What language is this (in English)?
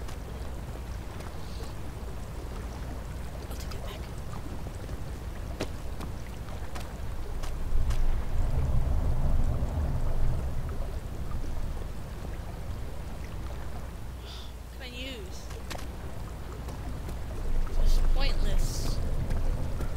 English